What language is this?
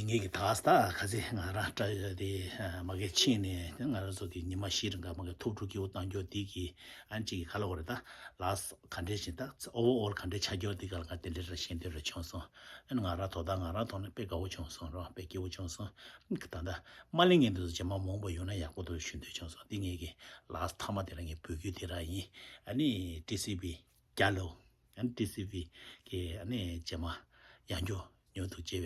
Tibetan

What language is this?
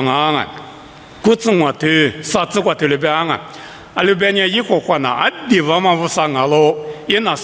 Lisu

